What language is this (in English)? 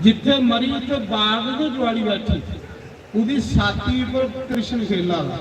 Dogri